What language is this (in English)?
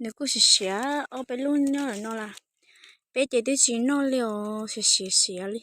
Hmong